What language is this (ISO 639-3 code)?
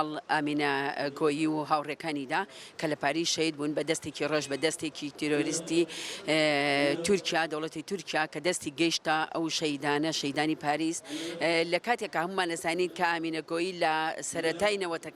ckb